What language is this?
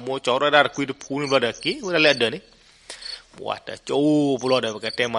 S'gaw Karen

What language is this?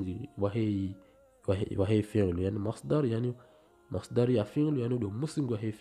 Swahili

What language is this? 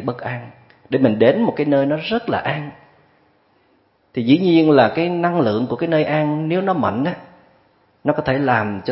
Vietnamese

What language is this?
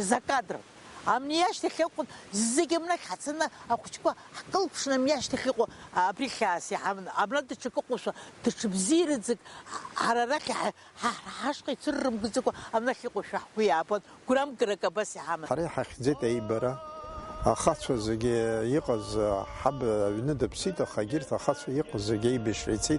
Abkhazian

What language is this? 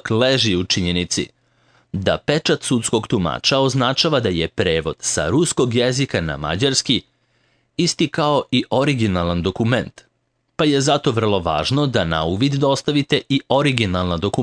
Serbian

